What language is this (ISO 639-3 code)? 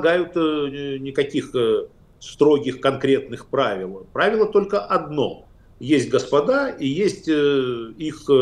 rus